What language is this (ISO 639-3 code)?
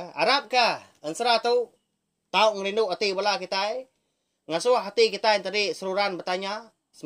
iba